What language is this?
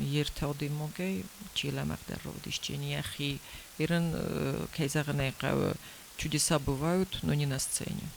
Ossetic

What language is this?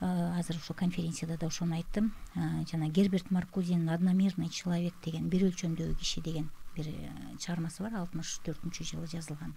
Kyrgyz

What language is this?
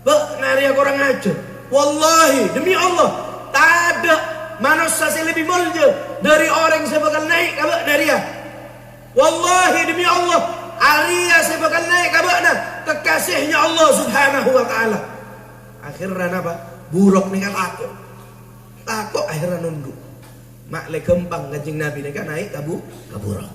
Madurese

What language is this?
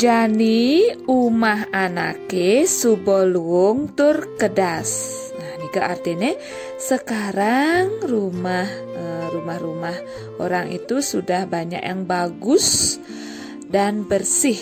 Balinese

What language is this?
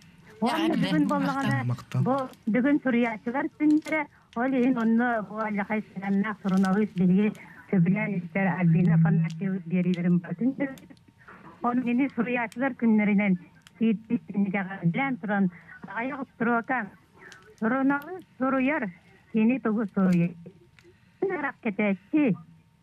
Yakut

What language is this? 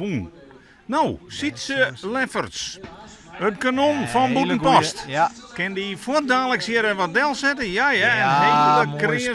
Western Frisian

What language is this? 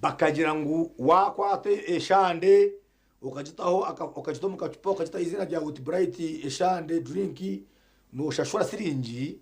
Nyankole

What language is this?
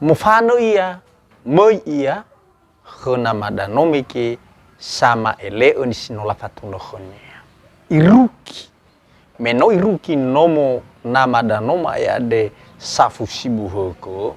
Nias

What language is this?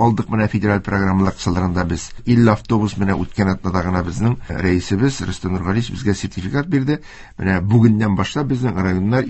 Tatar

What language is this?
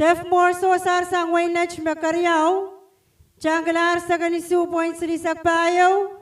Pohnpeian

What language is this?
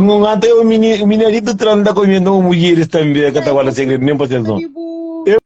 Kabuverdianu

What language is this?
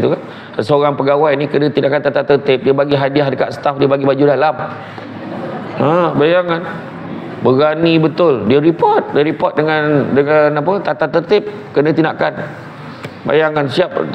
Malay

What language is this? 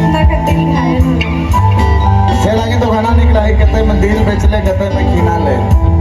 Sadri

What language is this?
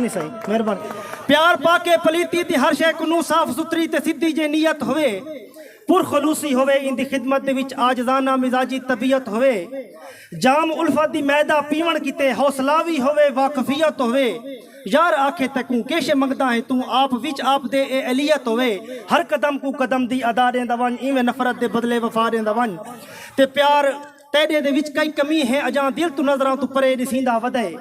Saraiki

